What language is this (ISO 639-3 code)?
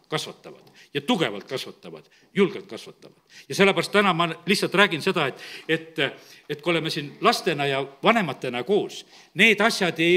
est